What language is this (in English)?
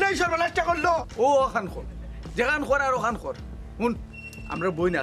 Sylheti